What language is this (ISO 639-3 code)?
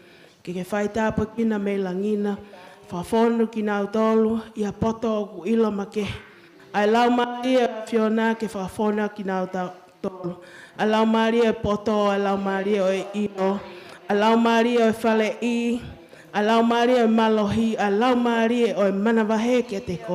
ton